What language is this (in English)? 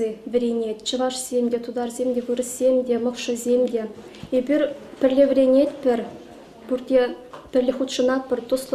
Chuvash